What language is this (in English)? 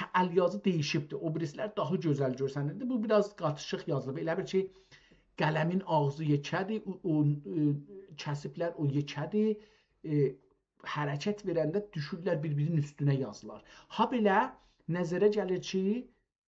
South Azerbaijani